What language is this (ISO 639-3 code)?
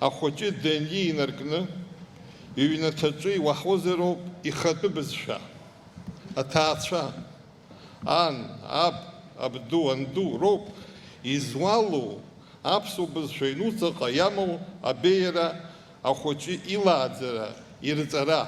abk